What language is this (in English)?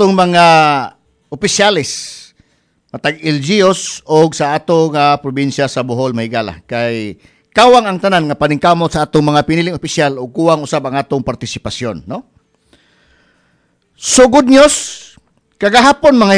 Cebuano